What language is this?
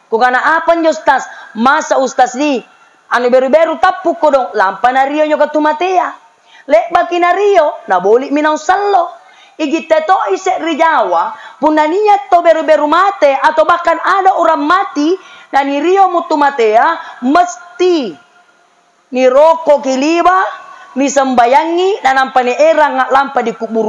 Makasar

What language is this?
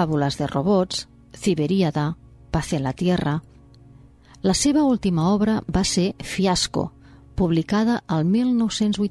Catalan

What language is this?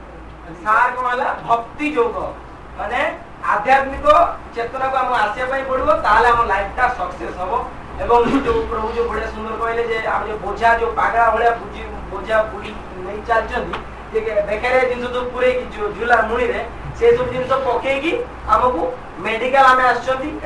Odia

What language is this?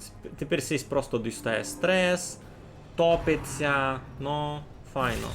Rusyn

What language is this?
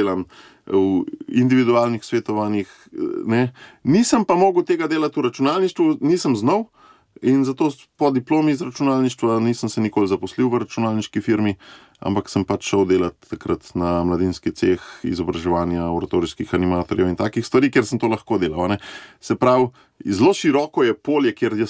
Slovenian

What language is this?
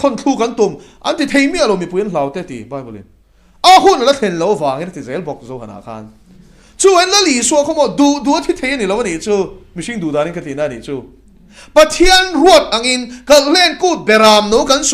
Mizo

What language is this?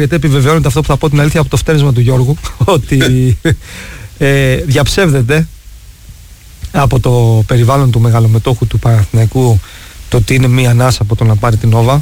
Greek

